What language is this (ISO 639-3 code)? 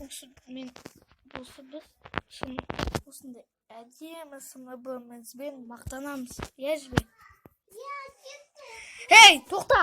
kaz